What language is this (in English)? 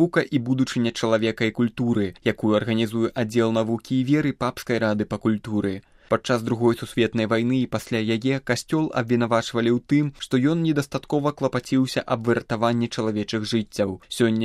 Belarusian